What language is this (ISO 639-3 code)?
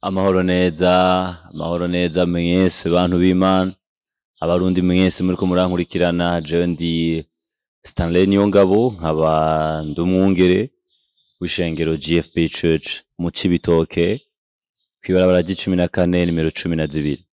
run